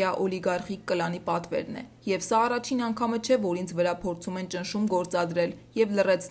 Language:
Armenian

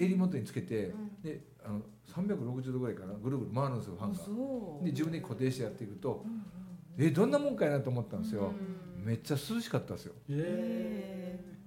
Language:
Japanese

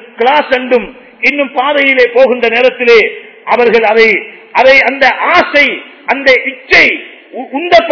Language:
Tamil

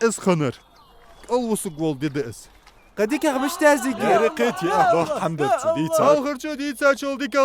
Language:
Ingush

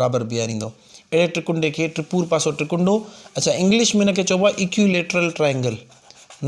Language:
Sindhi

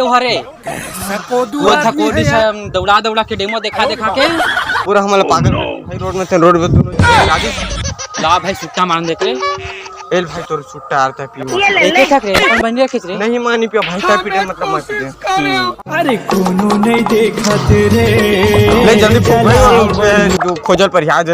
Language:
Chhattisgarhi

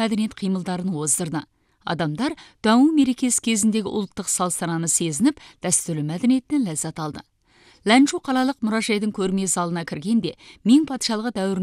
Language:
Kazakh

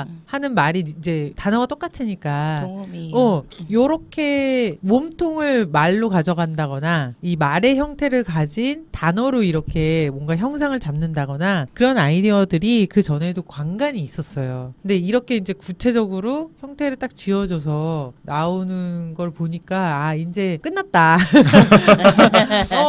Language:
Korean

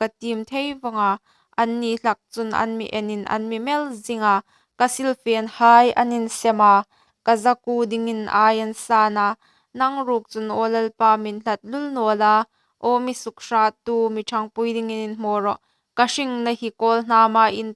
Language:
Hmar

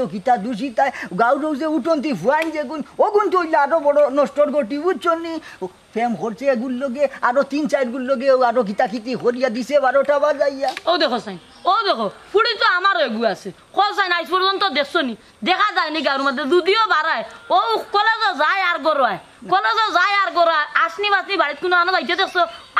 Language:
Sylheti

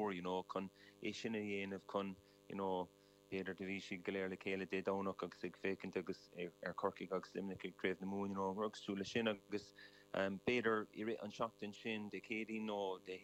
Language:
Irish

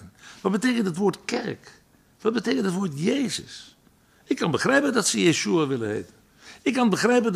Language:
Dutch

